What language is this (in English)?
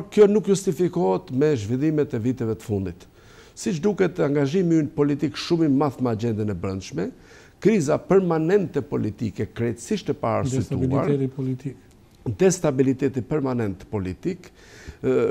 Albanian